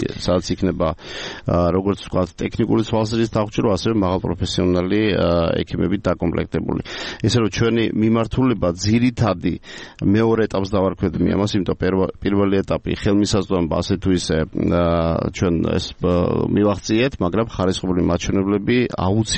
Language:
Georgian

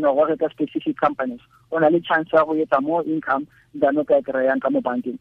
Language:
Tswana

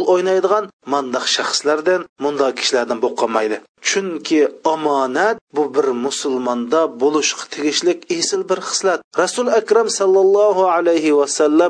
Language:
Uyghur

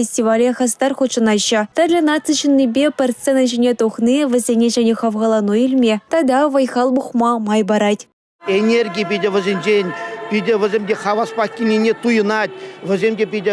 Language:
Chuvash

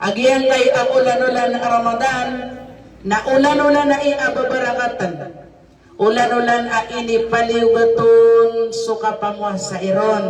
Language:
Maranao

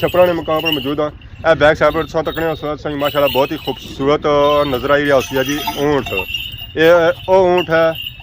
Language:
Pahari-Potwari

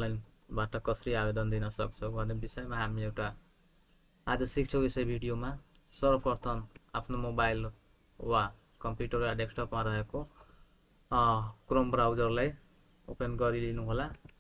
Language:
Nepali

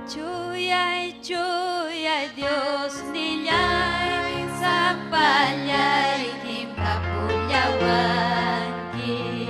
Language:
Ayacucho Quechua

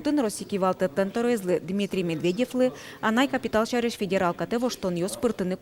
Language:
Udmurt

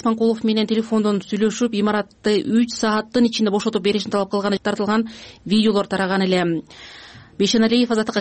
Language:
Kyrgyz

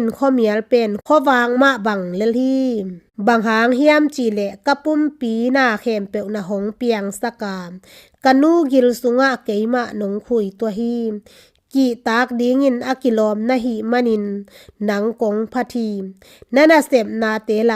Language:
Tedim Chin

